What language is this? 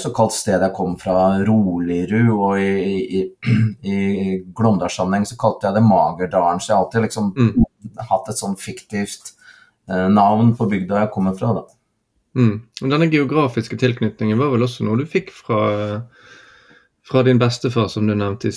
Norwegian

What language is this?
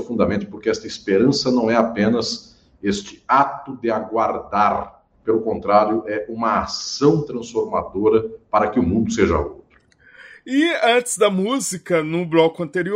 Portuguese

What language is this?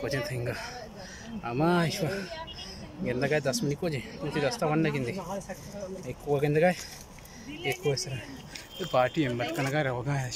Baluchi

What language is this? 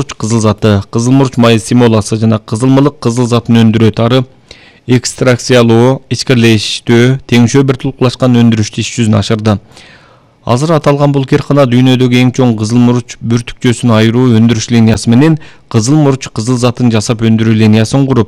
Kyrgyz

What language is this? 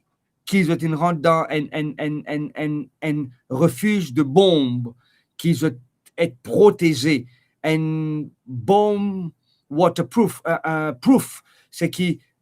Morisyen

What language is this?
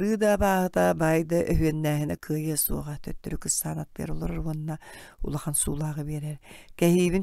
Yakut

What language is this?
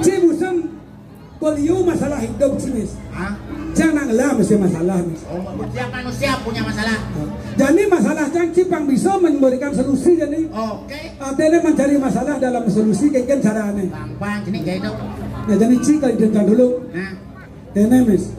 Balinese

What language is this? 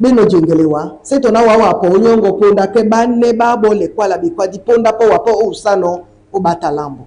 Duala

